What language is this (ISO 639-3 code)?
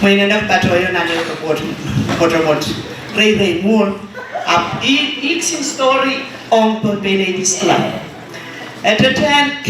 pon